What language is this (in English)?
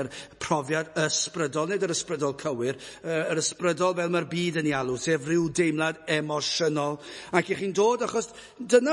Welsh